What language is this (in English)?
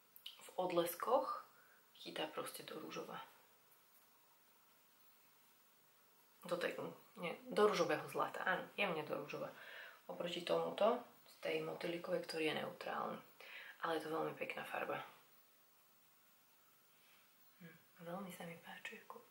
Slovak